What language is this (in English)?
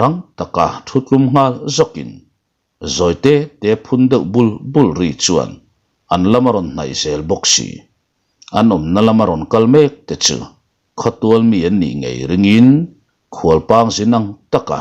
Mizo